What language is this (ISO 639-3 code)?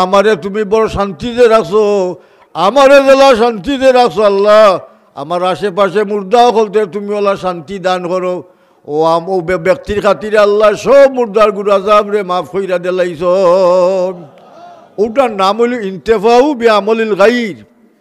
syl